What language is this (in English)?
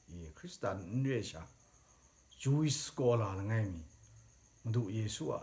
Kachin